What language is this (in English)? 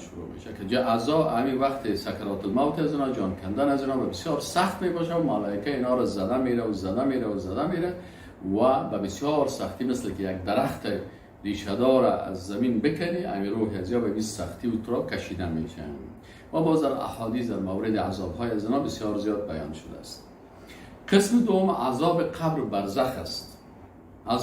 Persian